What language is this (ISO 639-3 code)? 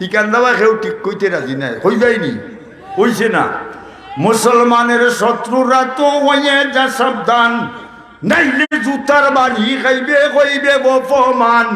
syl